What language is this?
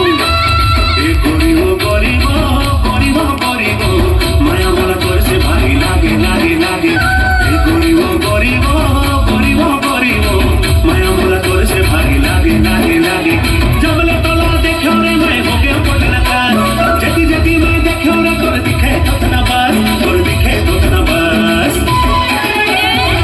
Chhattisgarhi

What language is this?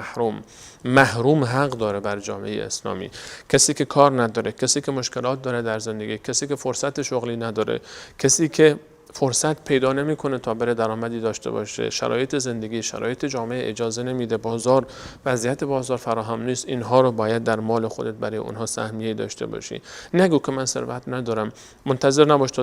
Persian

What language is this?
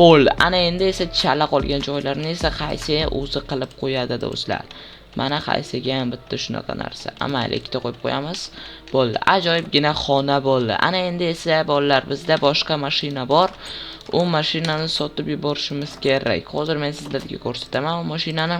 Uzbek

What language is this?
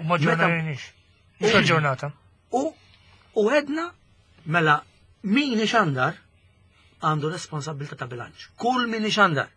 Maltese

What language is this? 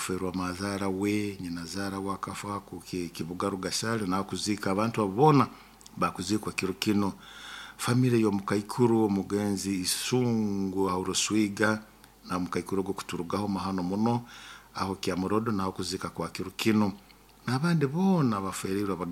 Nyoro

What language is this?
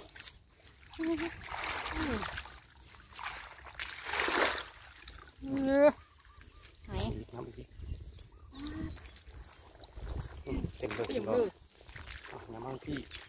Thai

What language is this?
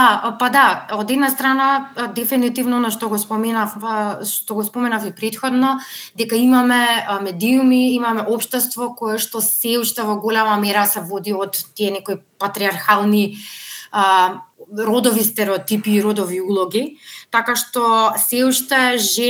Macedonian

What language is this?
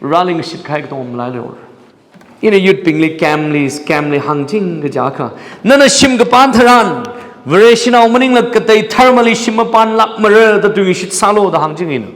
Tangkhul Naga (India)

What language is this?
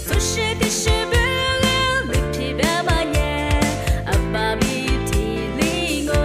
Lisu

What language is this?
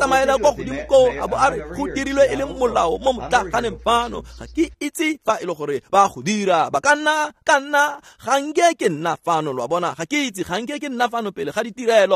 Tswana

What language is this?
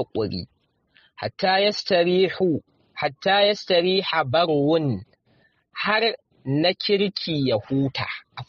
Hausa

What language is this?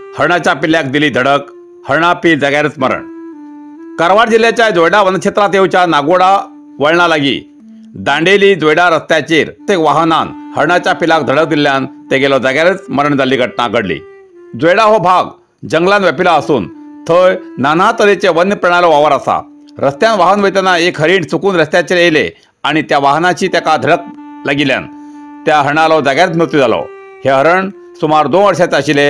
Konkani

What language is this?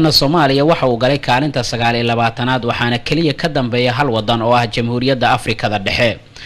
Somali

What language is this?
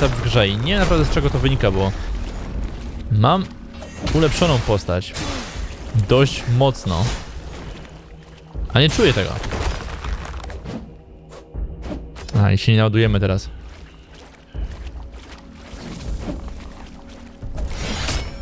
Polish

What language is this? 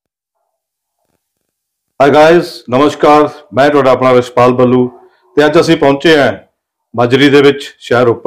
Punjabi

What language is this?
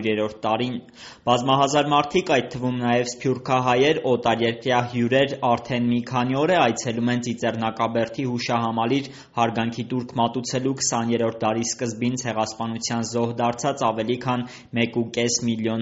Armenian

